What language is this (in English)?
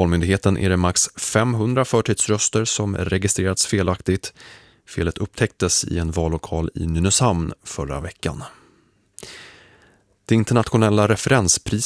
Swedish